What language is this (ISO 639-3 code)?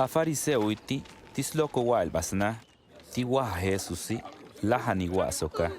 toj